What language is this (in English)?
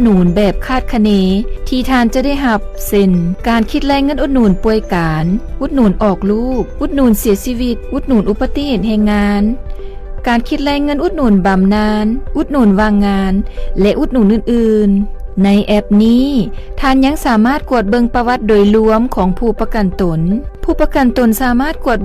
Lao